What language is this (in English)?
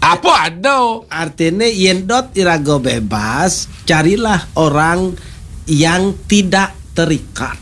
Balinese